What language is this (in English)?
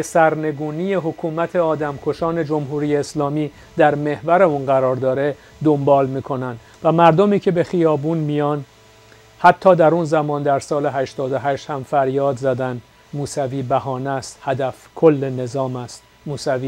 Persian